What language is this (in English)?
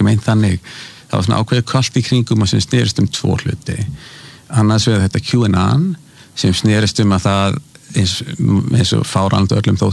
Icelandic